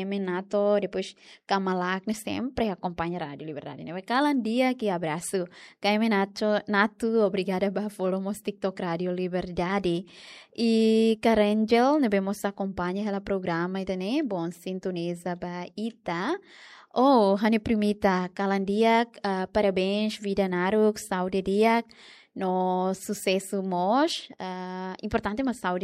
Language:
Tetum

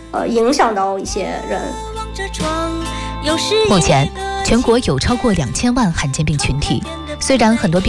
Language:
Chinese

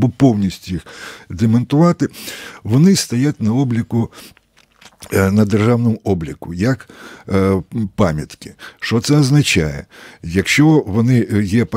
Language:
Ukrainian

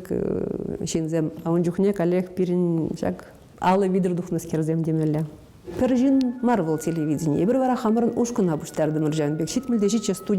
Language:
Chuvash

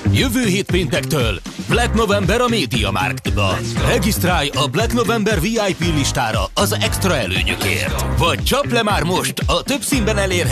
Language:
Hungarian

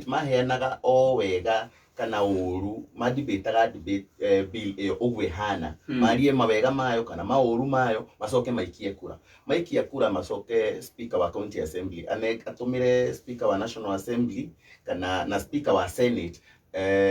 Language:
Kikuyu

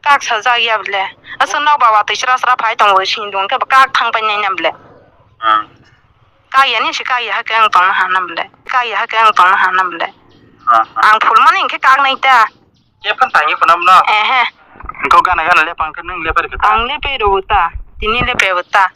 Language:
Kok Borok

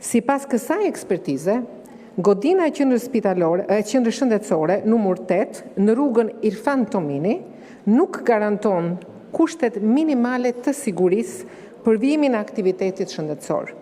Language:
Albanian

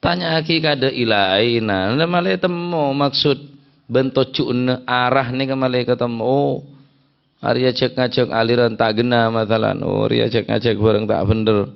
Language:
Madurese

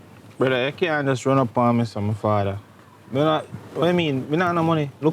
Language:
Jamaican Creole English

